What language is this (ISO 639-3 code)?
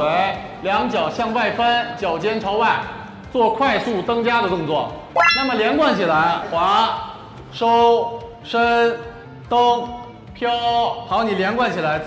zho